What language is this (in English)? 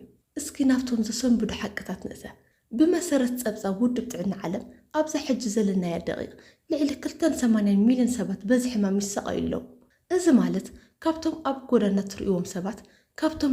Tigrinya